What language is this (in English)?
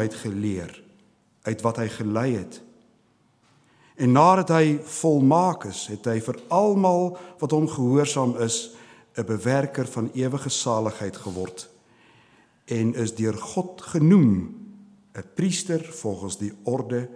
Afrikaans